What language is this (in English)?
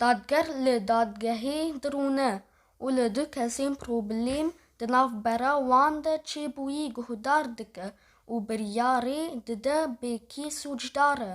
Kurdish